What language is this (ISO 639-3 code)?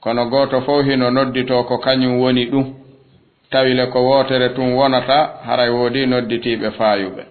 ful